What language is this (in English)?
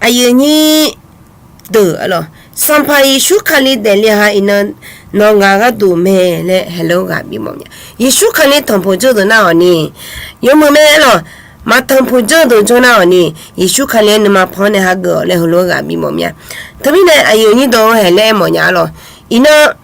Akha